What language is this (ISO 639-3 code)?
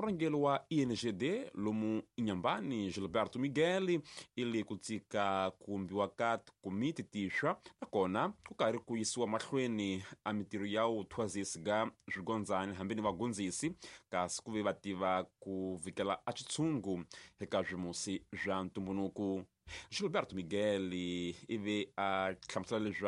tso